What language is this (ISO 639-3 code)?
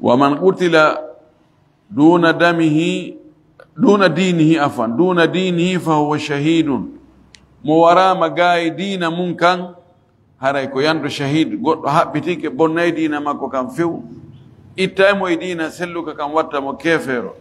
ful